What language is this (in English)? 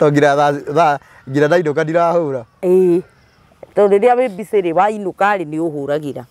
Kikuyu